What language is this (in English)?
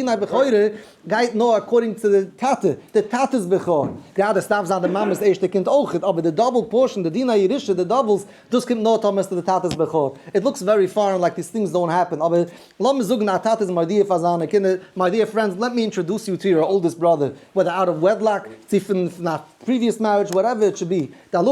Yiddish